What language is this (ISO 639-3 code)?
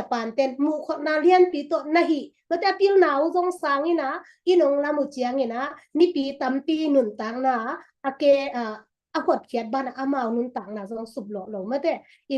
ctd